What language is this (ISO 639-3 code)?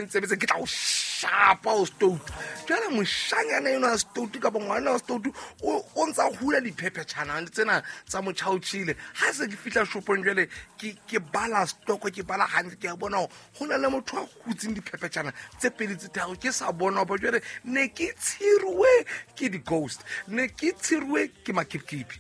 sot